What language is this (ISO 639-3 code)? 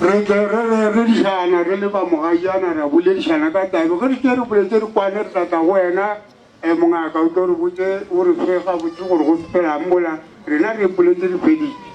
nso